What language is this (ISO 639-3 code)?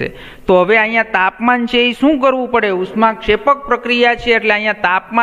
guj